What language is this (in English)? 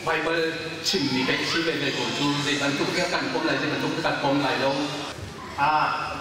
Hakha Chin